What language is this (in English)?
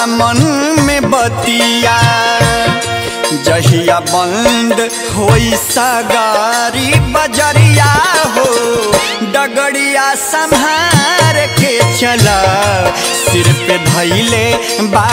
Bhojpuri